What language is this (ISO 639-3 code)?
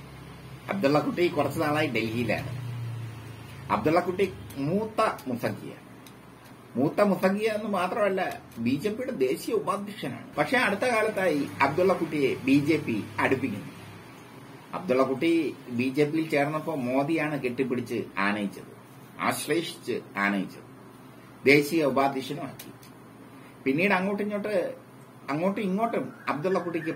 mal